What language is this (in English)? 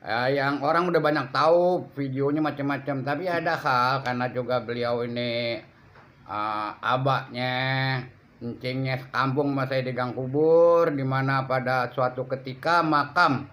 Betawi